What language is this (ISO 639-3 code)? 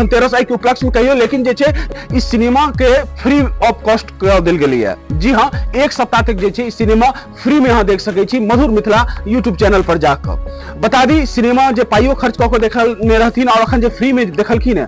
mai